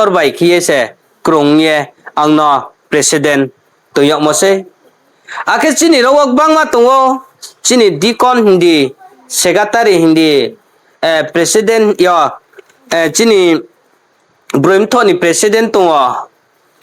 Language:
Riang (India)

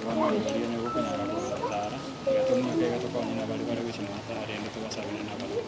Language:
Gusii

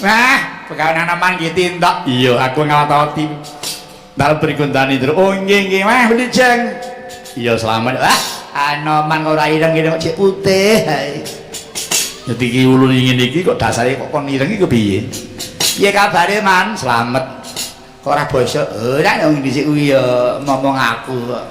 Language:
Javanese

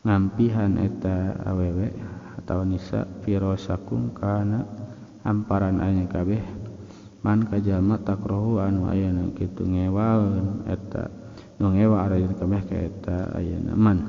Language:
Sundanese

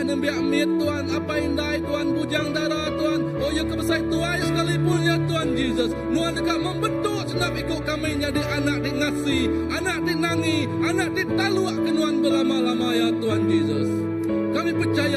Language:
Iban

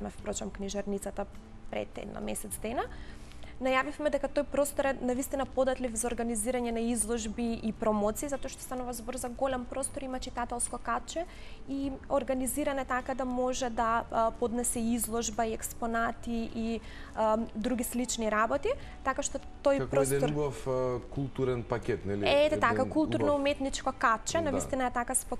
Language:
Macedonian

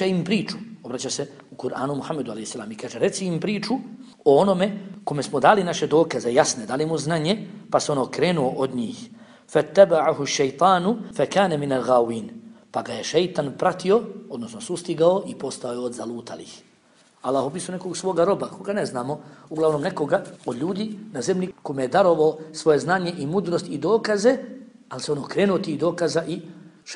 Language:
Bosnian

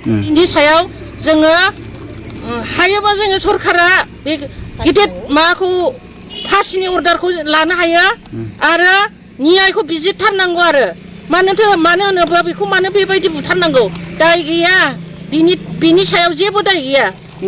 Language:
Bodo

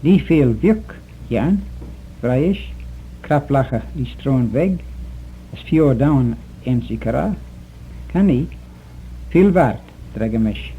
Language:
Manx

